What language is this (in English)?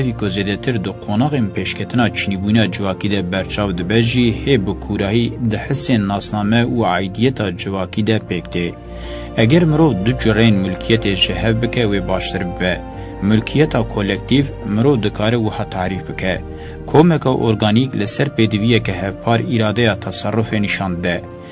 Kurdish